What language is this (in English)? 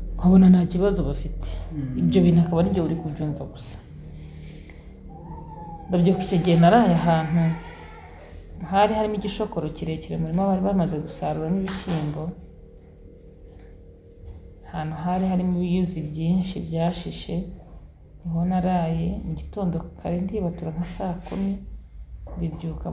Kinyarwanda